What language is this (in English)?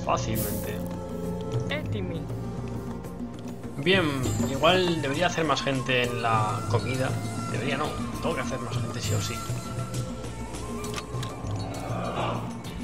Spanish